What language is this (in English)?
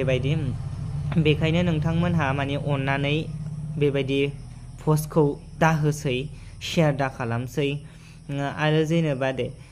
Bodo